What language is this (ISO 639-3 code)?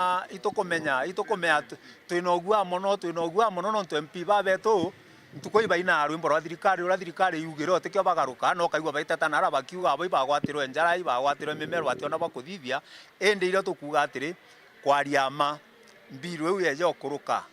mer